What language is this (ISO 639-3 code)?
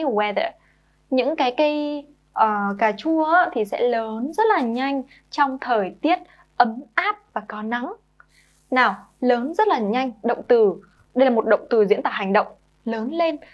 vie